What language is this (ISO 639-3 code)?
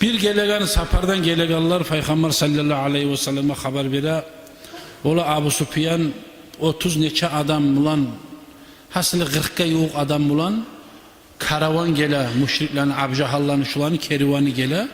kum